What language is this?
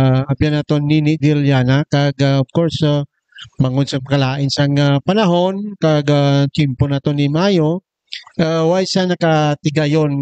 Hiligaynon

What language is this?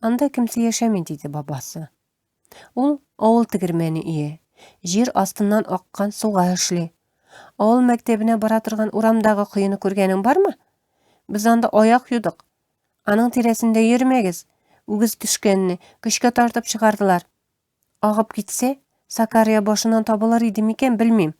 Tatar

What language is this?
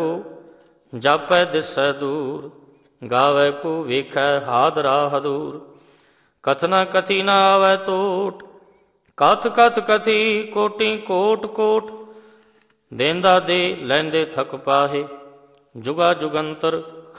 Punjabi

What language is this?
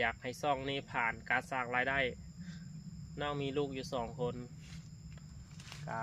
Lao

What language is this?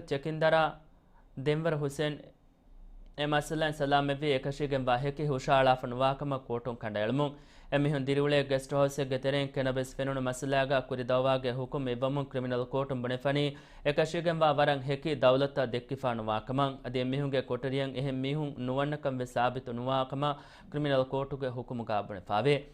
Divehi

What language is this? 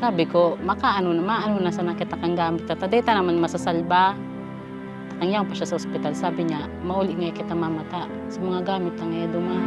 Bikol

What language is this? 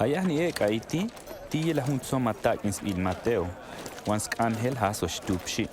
Tojolabal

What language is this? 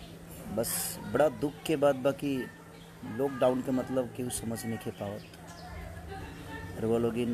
Bhojpuri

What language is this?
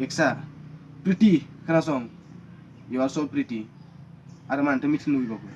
Bodo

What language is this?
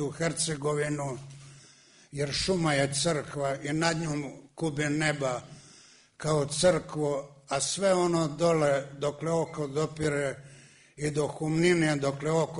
Serbian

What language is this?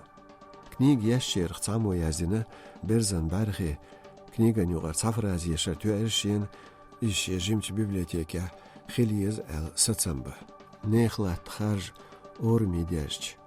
Chechen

